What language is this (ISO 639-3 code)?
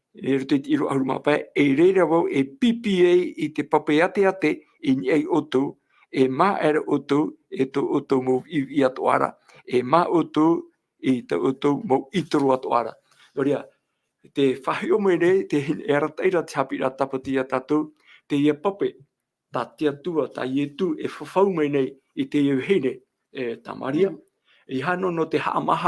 tah